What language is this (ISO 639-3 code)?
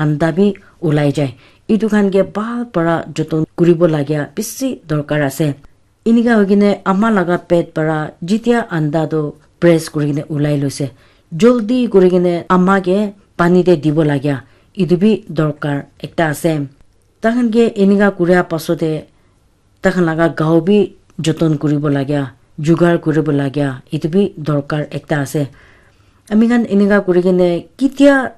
nag